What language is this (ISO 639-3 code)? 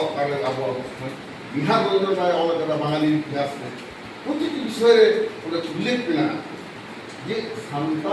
sat